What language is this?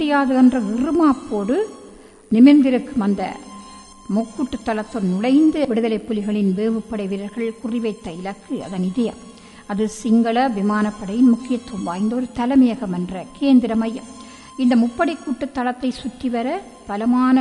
Tamil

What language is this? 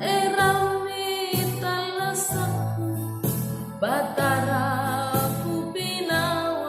Makasar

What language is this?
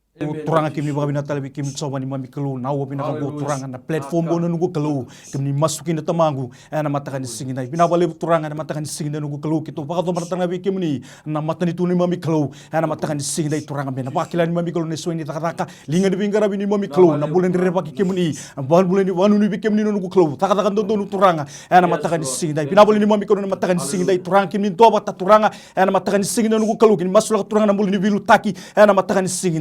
Fijian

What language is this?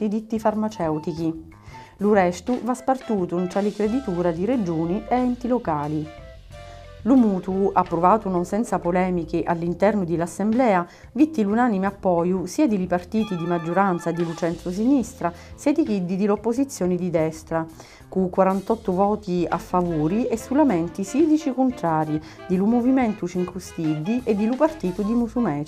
Sicilian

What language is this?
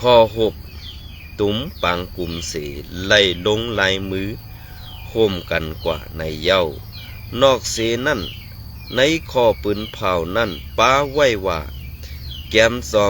Shan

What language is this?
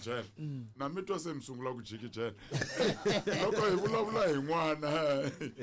Tsonga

